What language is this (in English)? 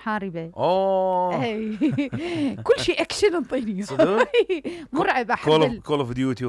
Mesopotamian Arabic